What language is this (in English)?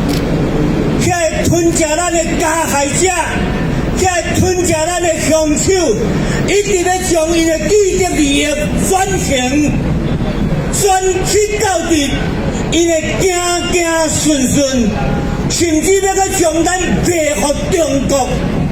Min Nan Chinese